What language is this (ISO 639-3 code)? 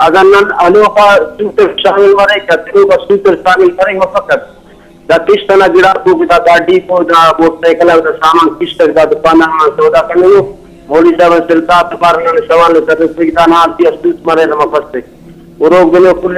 brh